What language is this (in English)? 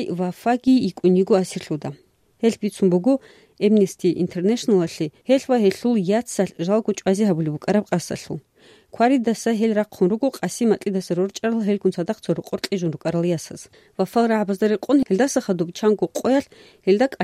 Avaric